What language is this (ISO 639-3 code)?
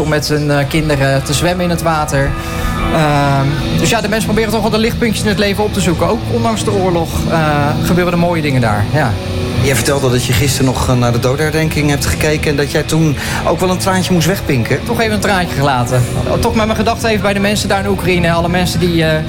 nld